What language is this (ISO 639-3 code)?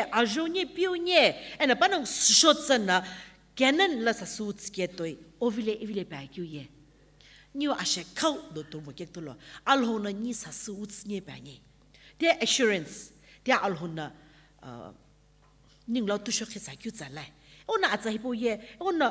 nsm